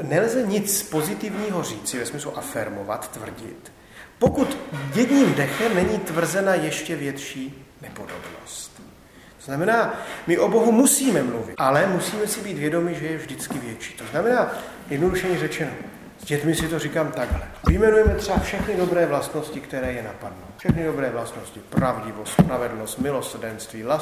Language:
Czech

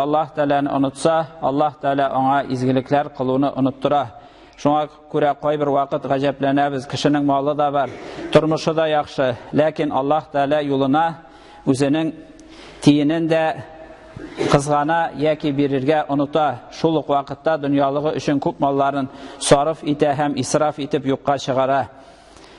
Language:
Tatar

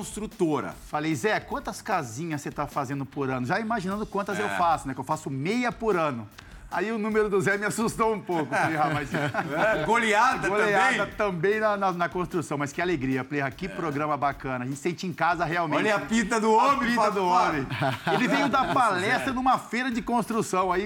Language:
Portuguese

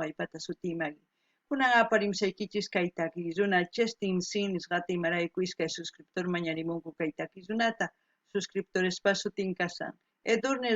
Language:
Quechua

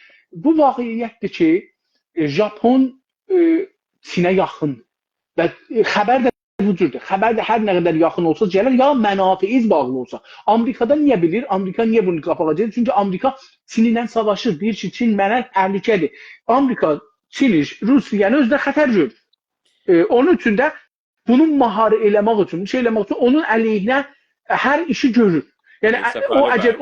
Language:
South Azerbaijani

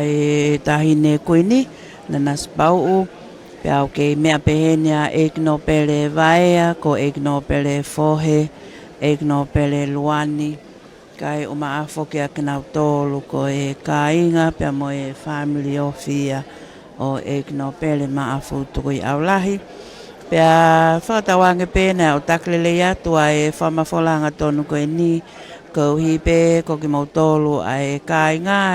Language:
Tongan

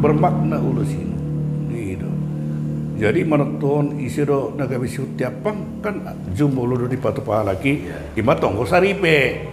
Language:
Batak Toba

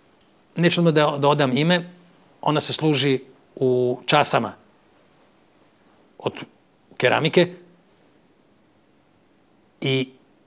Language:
Serbian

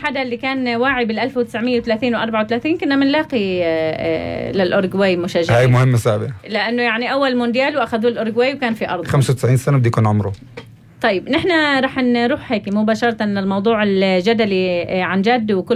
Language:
North Levantine Arabic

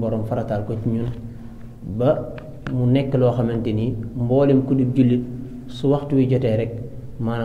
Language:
Wolof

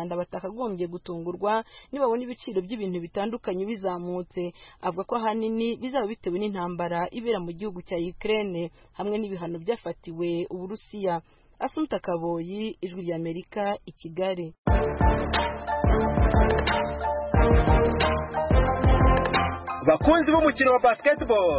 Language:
Kinyarwanda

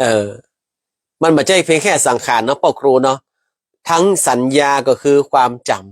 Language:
Northern Thai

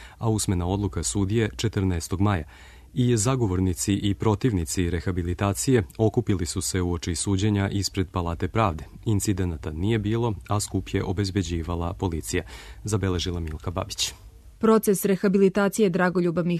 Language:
Serbian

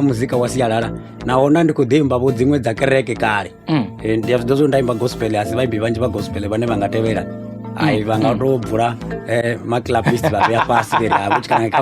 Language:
Venda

